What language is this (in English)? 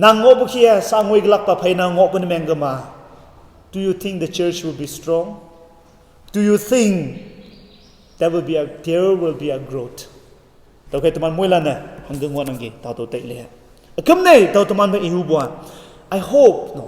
Konyak Naga